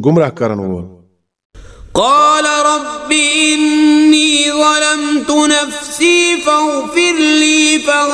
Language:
Kashmiri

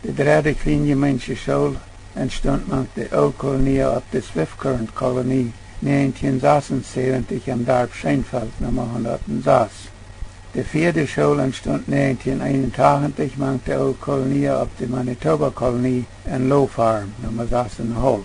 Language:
Plautdietsch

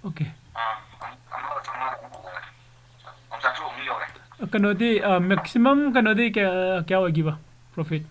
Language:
Manipuri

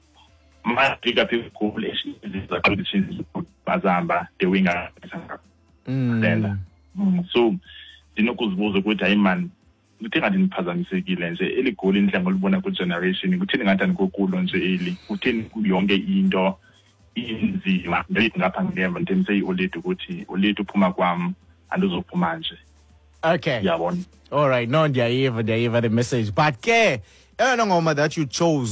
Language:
Xhosa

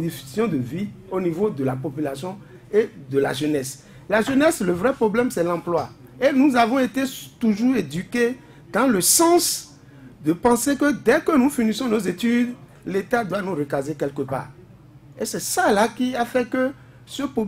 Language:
French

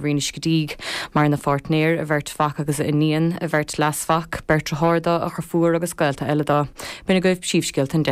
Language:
Irish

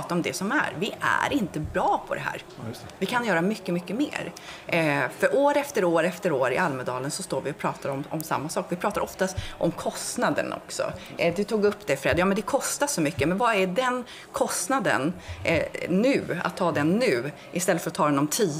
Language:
Swedish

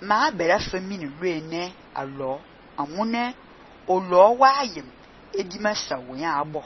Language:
Fang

